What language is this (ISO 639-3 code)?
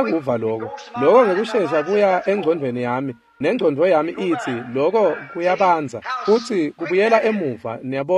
ssw